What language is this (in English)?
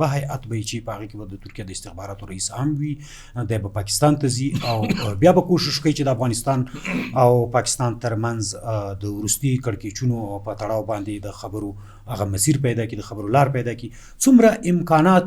Pashto